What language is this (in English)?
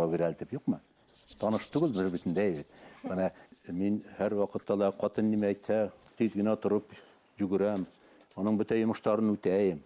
Bashkir